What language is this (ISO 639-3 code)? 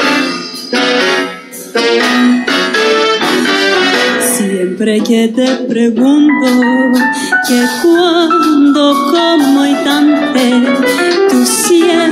ell